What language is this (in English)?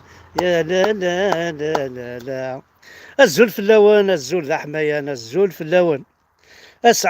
Kabyle